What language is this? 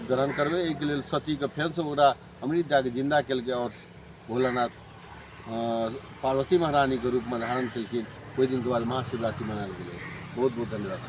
Maithili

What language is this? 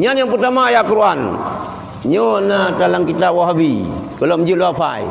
Achinese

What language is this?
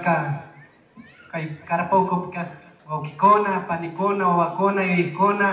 Chimborazo Highland Quichua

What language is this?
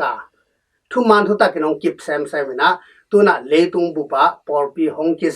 Tedim Chin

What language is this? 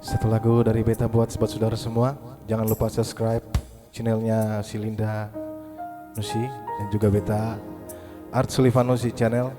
Ambonese Malay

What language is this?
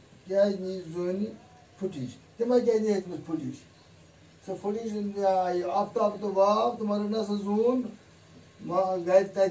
Kashmiri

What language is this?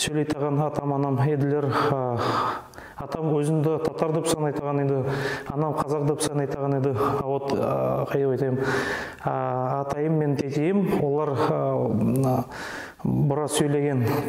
Nogai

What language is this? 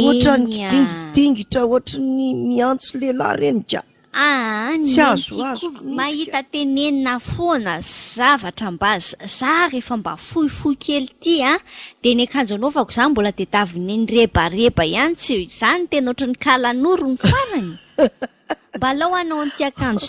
Malagasy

